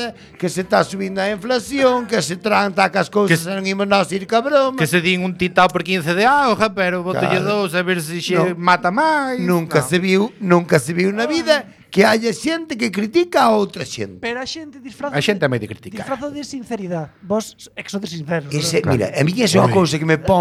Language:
Galician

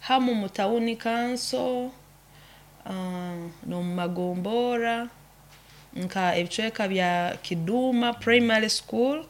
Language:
Nyoro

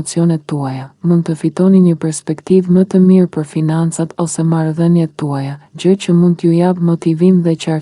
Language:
Albanian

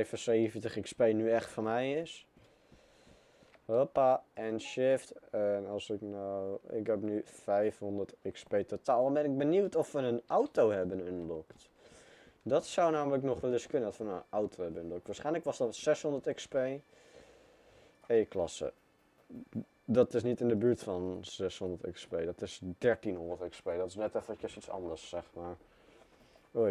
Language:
Dutch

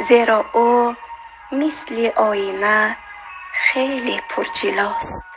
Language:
Tajik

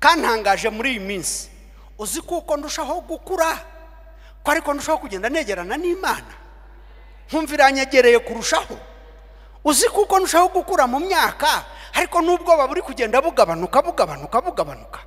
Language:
Kinyarwanda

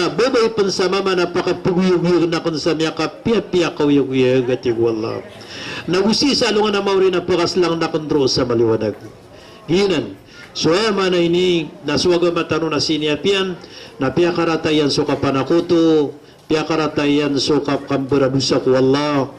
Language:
Maranao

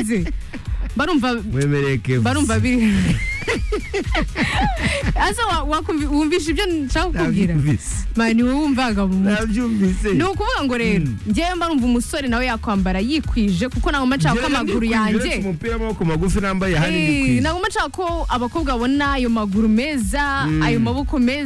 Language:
Kinyarwanda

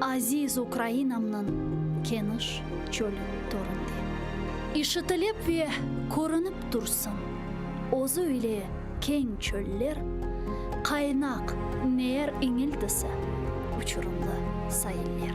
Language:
Crimean Tatar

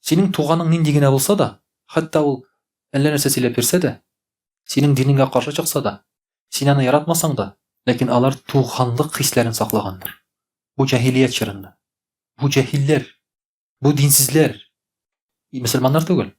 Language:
Tatar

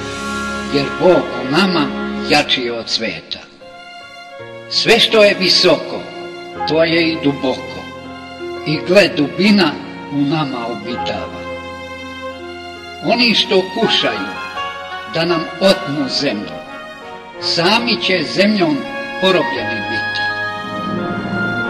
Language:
Serbian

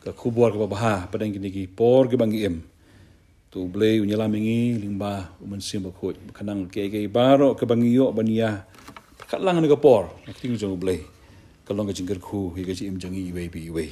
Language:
Khasi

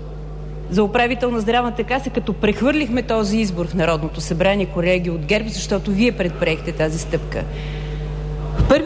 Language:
Bulgarian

